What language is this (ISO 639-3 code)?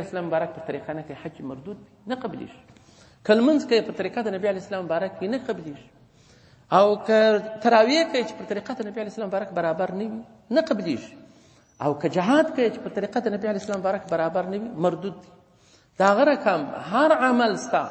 pus